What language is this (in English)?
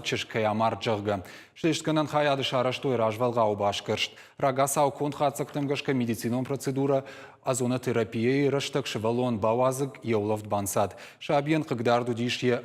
Ossetic